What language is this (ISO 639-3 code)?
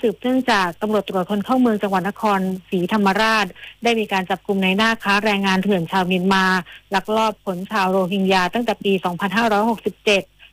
tha